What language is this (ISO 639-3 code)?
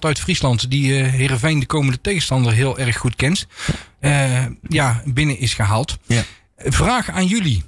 nld